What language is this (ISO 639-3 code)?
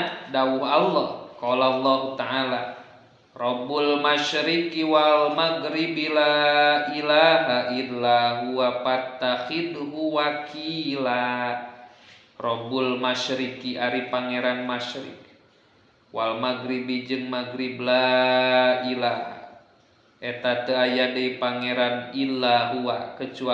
sun